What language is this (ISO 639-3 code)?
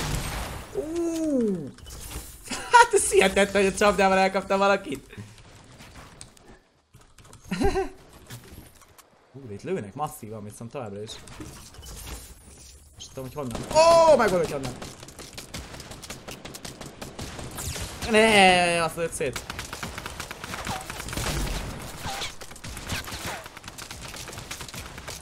hun